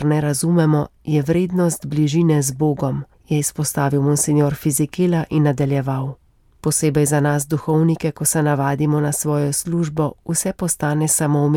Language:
Slovenian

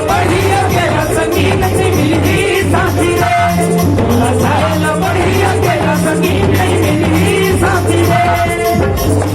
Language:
Chhattisgarhi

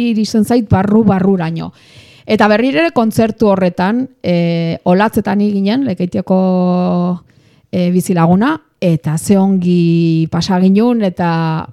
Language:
Basque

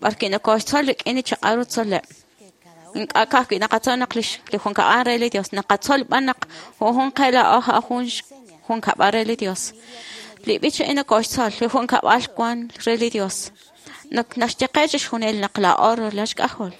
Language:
Kekchí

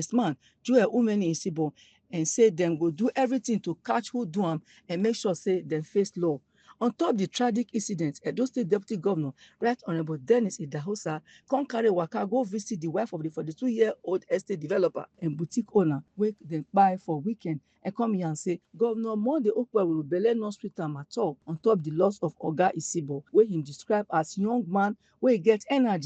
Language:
Nigerian Pidgin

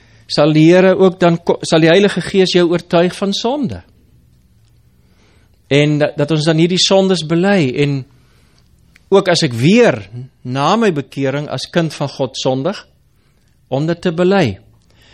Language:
Afrikaans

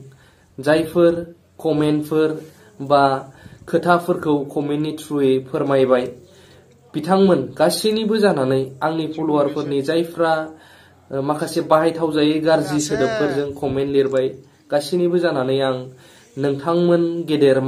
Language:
Bodo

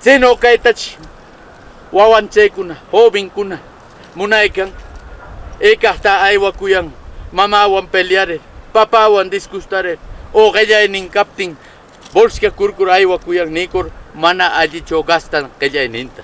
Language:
Southern Conchucos Ancash Quechua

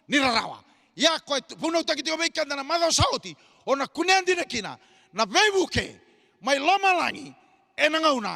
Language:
Fijian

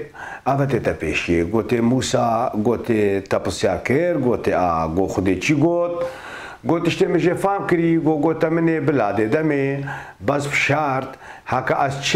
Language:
Kurdish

